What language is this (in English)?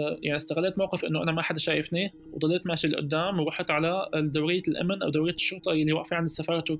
North Levantine Arabic